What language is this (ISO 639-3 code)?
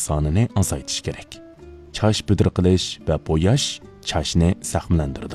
uig